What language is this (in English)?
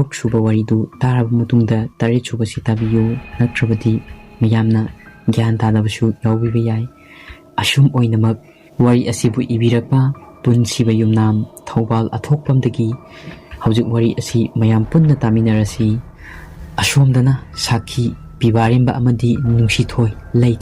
Manipuri